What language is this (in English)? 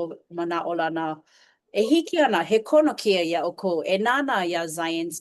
Hawaiian